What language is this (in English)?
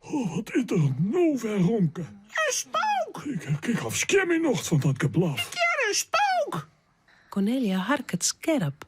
Western Frisian